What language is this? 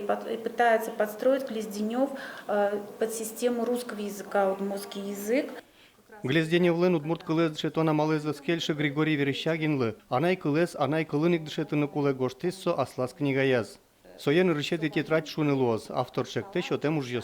Udmurt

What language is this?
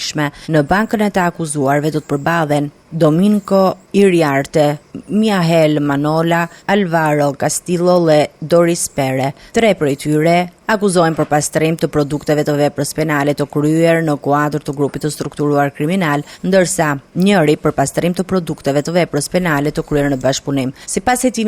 Albanian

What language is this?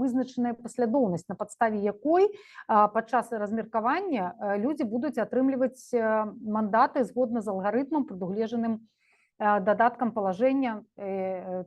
Belarusian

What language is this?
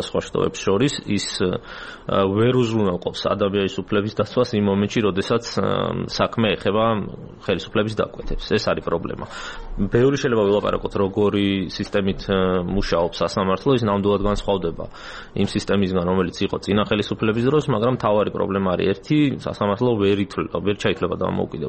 Georgian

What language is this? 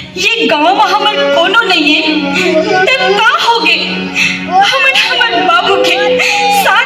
Chhattisgarhi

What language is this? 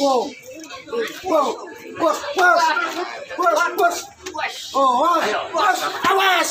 Betawi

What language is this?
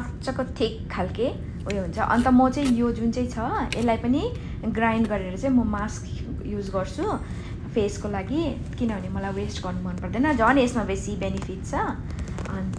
Nepali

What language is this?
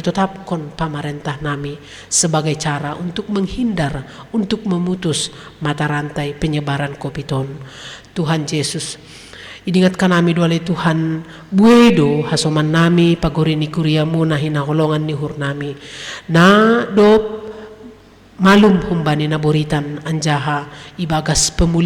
Batak Simalungun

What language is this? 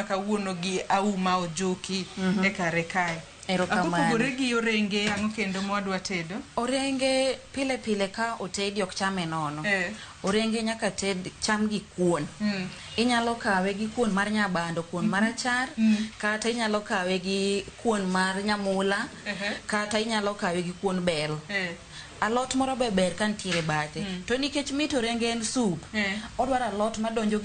Luo (Kenya and Tanzania)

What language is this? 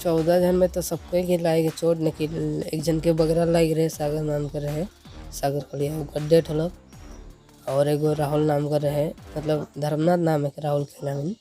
Sadri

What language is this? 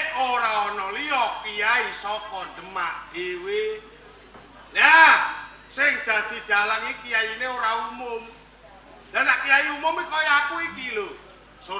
Javanese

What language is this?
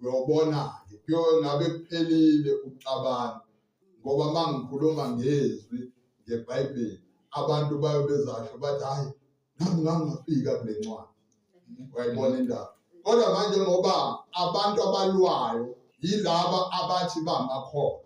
Zulu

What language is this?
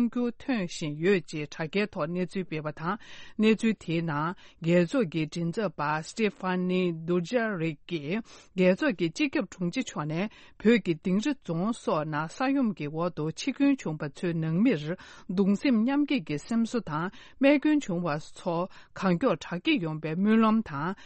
Tibetan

